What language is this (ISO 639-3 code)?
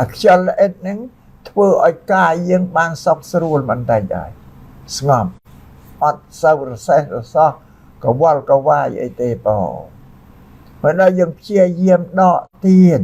khm